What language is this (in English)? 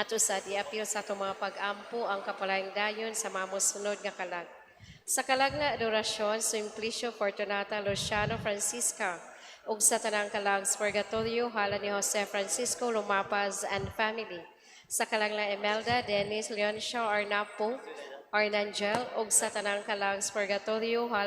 Cebuano